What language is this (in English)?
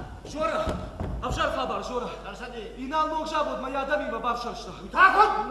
Ossetic